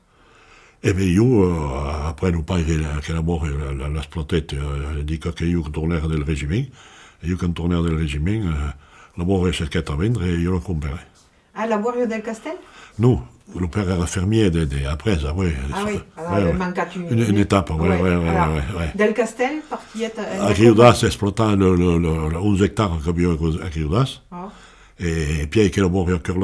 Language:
Occitan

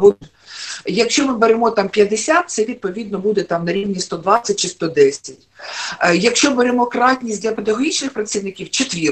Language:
Ukrainian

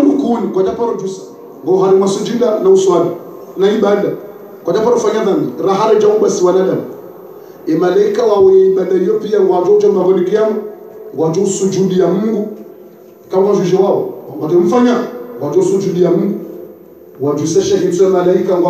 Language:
Ngazidja Comorian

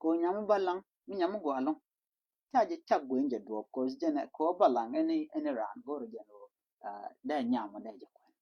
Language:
Nuer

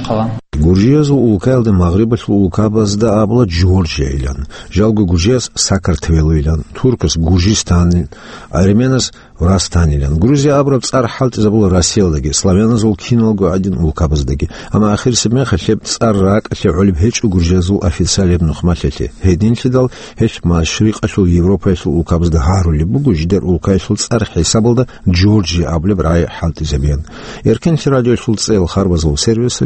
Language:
Avaric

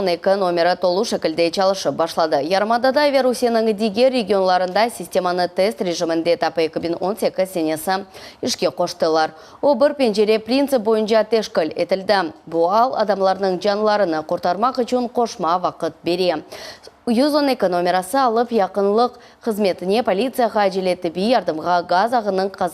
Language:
Crimean Tatar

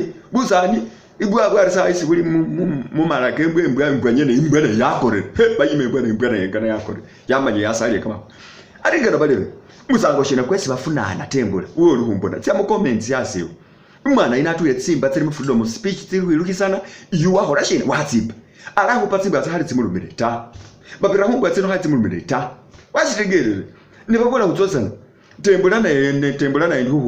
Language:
Masaaba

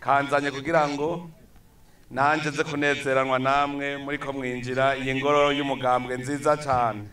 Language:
Rundi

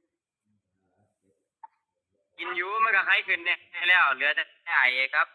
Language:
Northeastern Thai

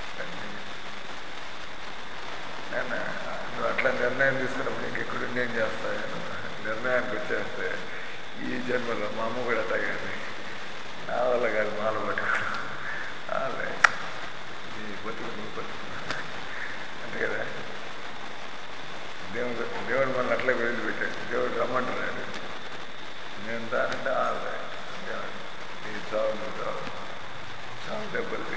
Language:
Telugu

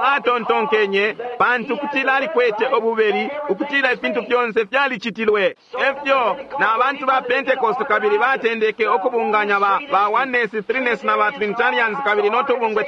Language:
Bemba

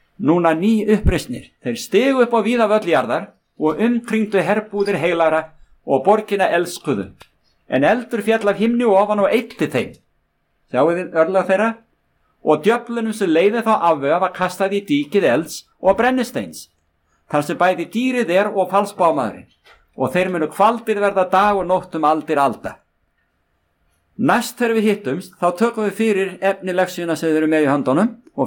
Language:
Icelandic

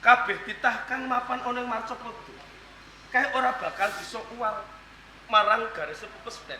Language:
Javanese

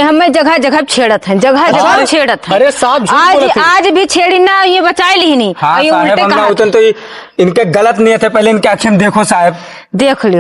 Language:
Awadhi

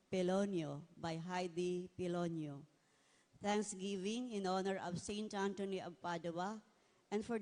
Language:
Bikol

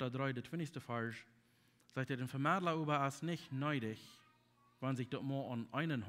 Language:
Plautdietsch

